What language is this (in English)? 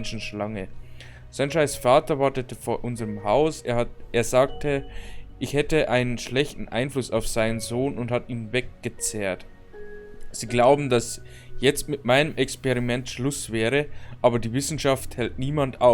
Bavarian